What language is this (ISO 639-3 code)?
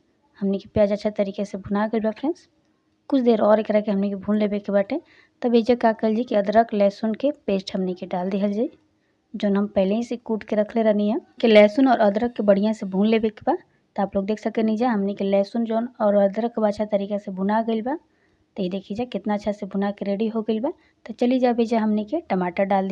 bho